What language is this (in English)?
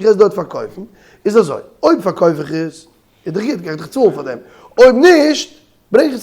Yiddish